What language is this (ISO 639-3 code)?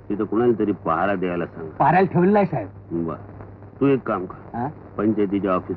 mar